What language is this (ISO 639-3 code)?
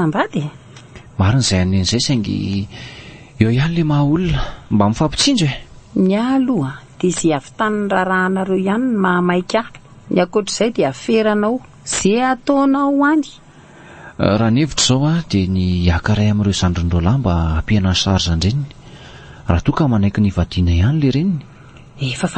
mlg